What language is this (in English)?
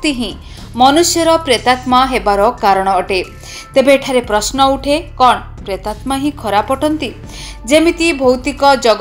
Odia